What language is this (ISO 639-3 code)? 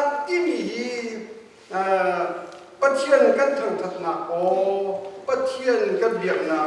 cnh